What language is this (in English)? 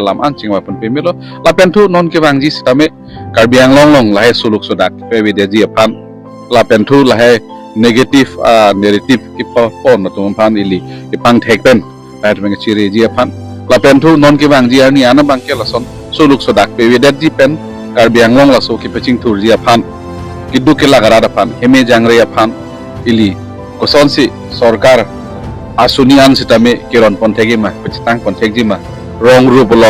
Karbi